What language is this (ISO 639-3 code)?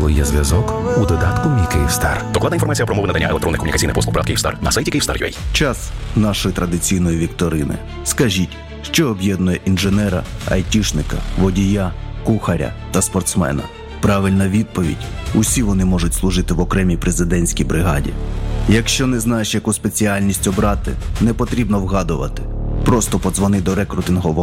ukr